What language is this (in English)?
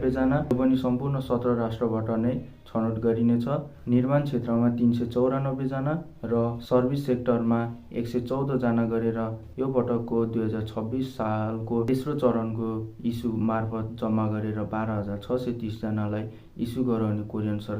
Nepali